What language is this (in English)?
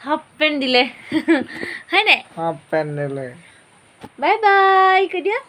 Assamese